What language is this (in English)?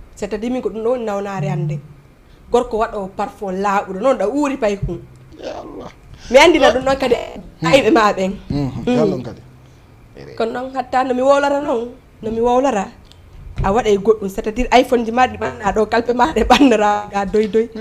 Fula